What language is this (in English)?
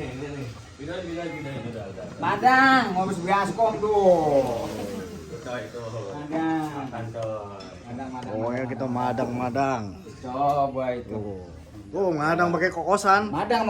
Betawi